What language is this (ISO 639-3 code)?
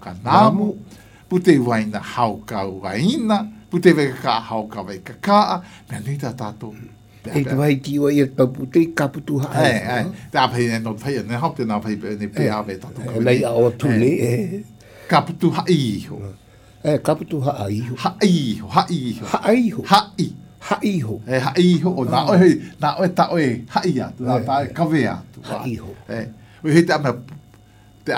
glg